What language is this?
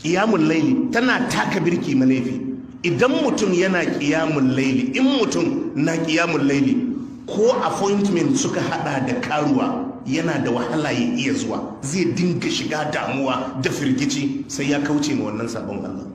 Hausa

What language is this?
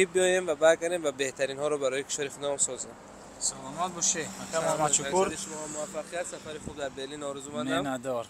Tajik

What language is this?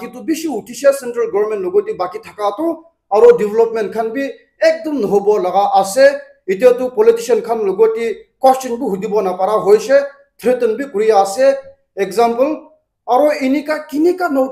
Naga Pidgin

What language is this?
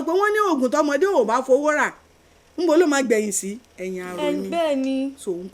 Yoruba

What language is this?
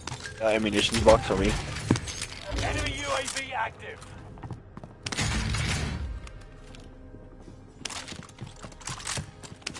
English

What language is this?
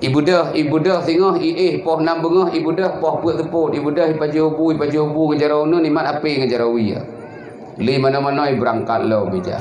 Achinese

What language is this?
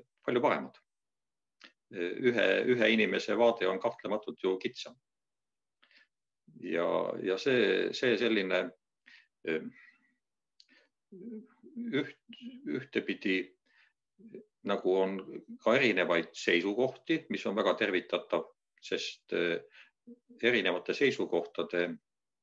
Estonian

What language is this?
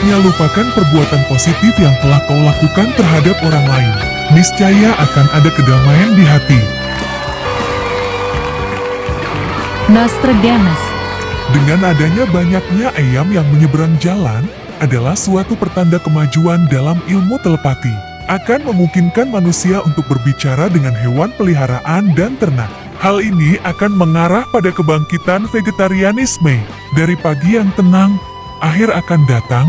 Indonesian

